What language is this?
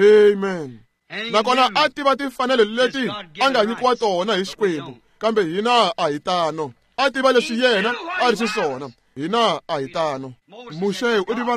Tsonga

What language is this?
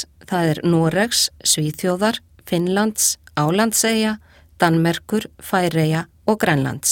Icelandic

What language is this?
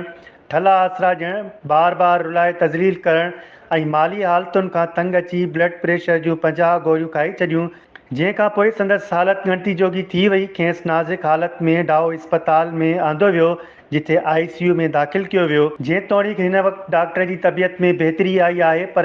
Sindhi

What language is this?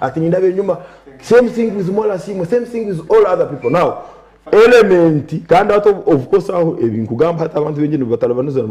Nyankole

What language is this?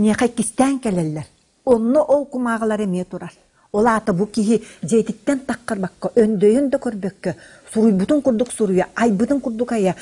Yakut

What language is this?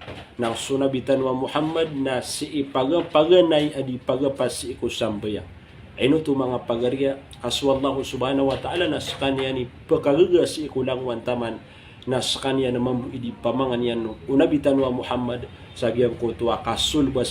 Maranao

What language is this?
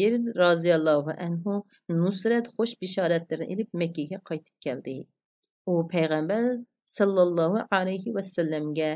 Uyghur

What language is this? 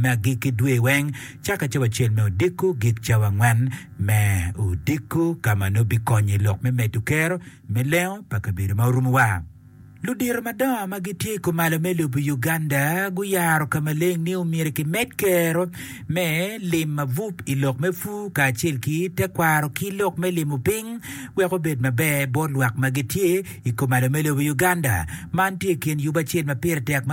Acoli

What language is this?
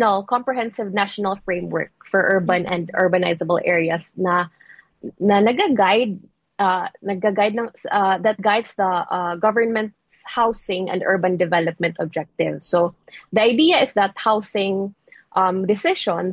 Filipino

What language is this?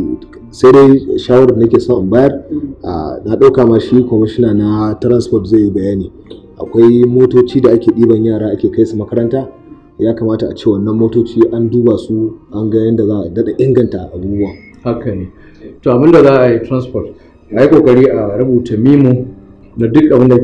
Hausa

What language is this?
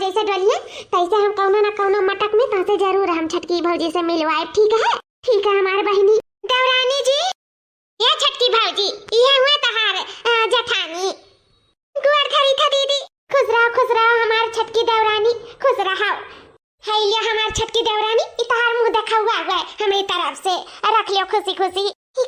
Awadhi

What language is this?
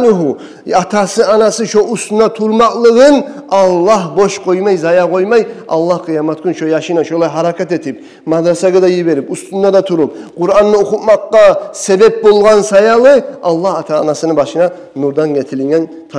Kumyk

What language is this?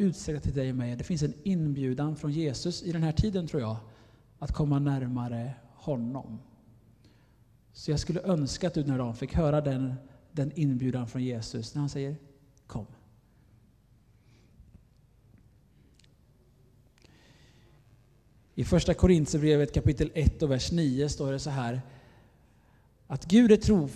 Swedish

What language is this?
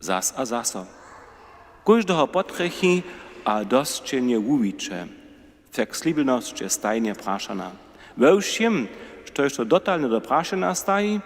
Upper Sorbian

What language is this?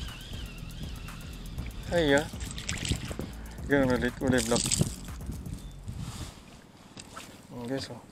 Filipino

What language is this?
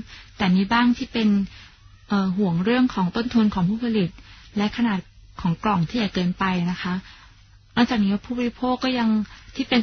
Thai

